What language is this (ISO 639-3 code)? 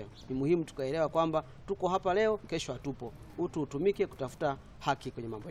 swa